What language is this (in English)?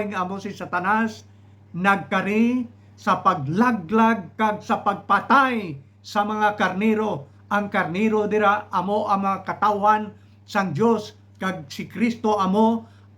Hiligaynon